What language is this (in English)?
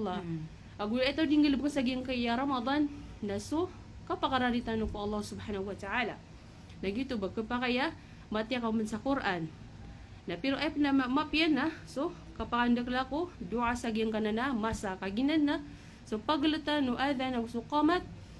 Maranao